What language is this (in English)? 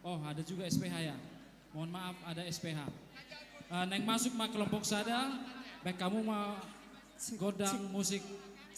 Batak Toba